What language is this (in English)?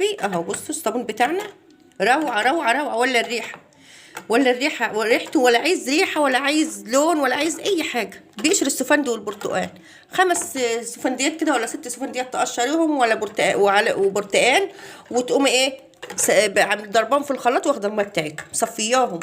Egyptian Arabic